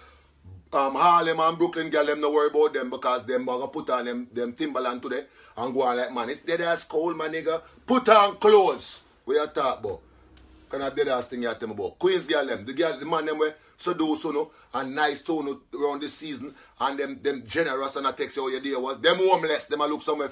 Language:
Jamaican Creole English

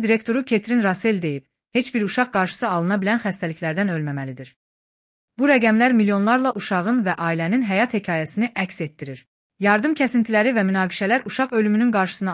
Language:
Azerbaijani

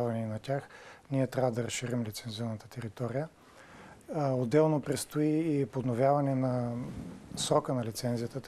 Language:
Bulgarian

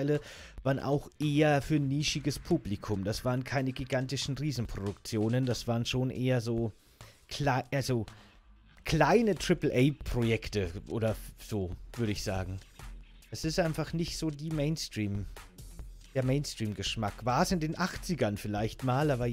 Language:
German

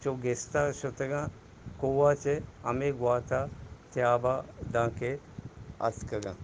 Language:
Eastern Balochi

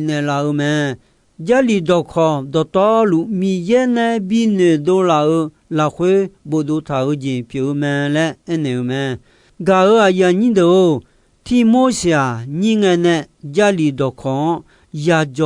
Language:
Akha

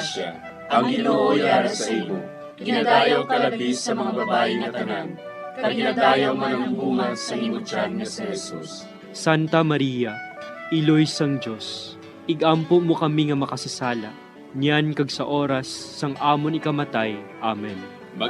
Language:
Hiligaynon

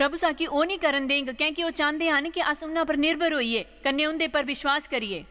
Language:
Dogri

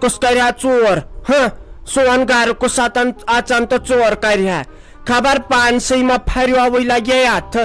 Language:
Kashmiri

